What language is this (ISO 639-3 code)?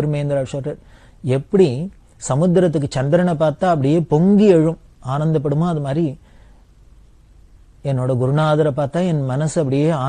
tam